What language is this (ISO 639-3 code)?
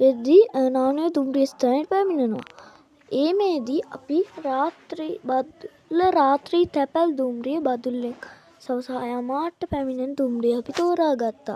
sin